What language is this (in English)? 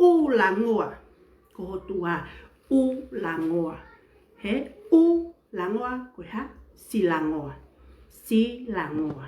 Tongan